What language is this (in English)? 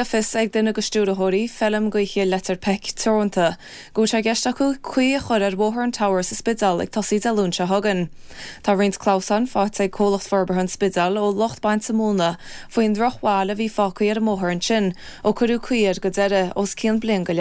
Irish